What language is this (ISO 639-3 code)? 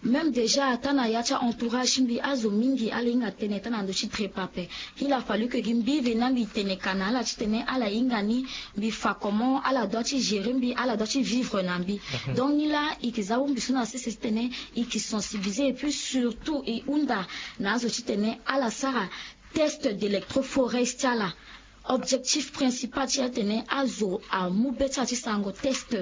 sag